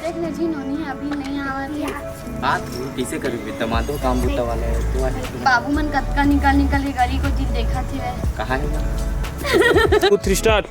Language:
Chhattisgarhi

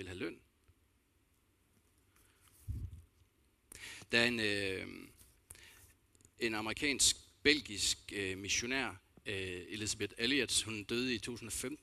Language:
Danish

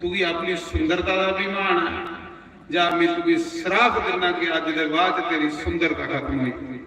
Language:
Dogri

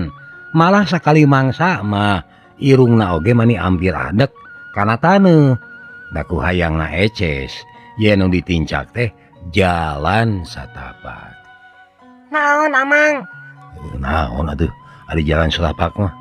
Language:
Sundanese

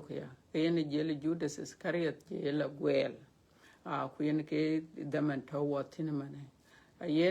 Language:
Dinka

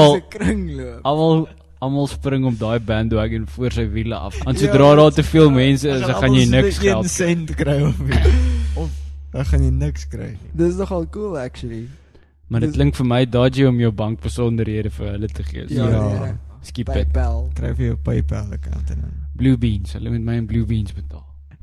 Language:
Afrikaans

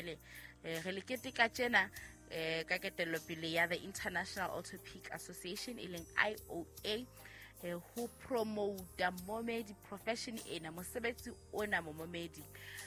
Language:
Southern Sotho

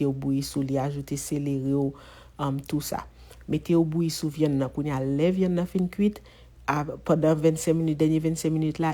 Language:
Haitian Creole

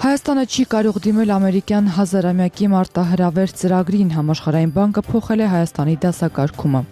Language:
Armenian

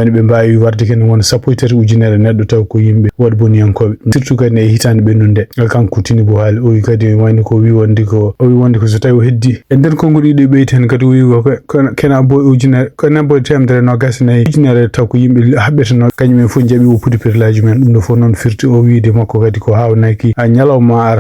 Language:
Fula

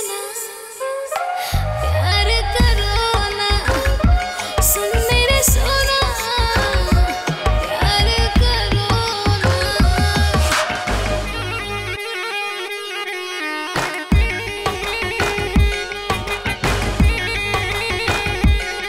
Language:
Bhojpuri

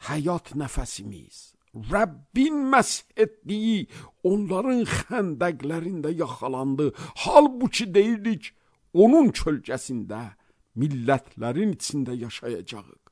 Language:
Azerbaijani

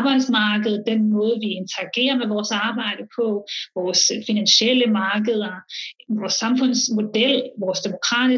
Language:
Danish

